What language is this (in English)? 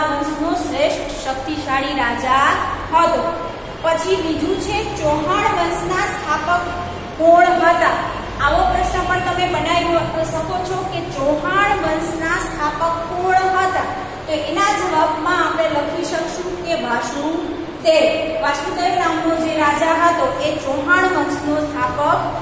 Gujarati